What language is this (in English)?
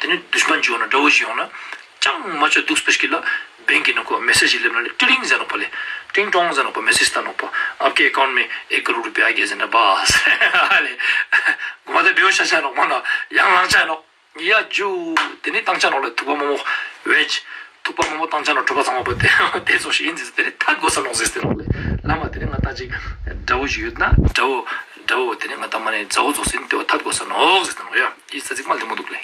Ladakhi